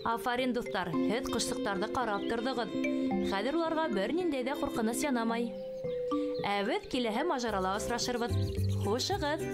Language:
Bashkir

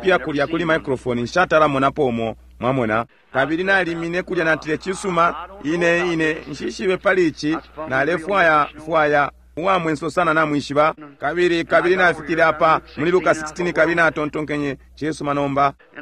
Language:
Bemba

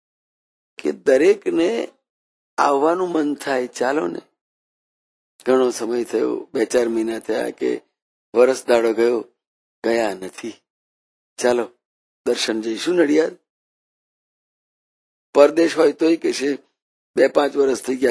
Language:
Gujarati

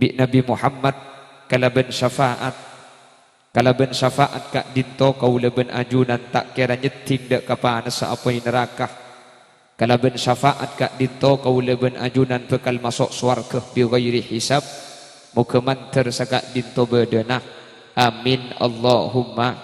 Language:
Madurese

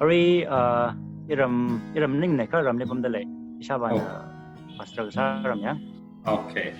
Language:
Tangkhul Naga (India)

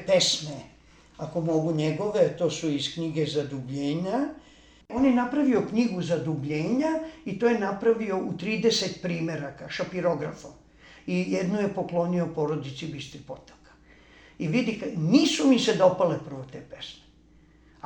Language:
Serbian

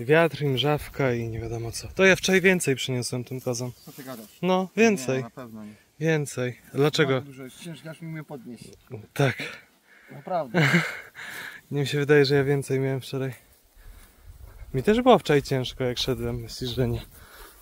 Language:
Polish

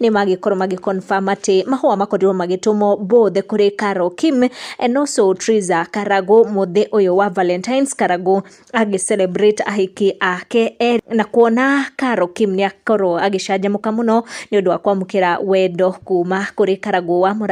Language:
Kikuyu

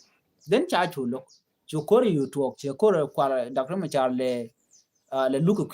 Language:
Nuer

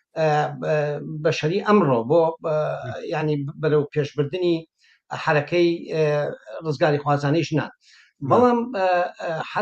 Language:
Central Kurdish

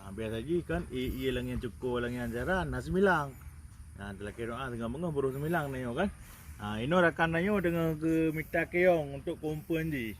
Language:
Achinese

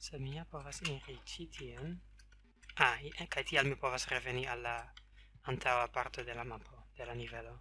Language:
Esperanto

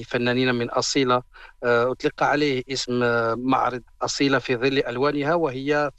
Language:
Arabic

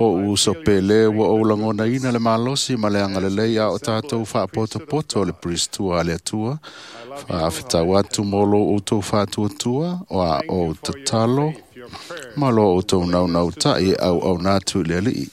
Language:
Samoan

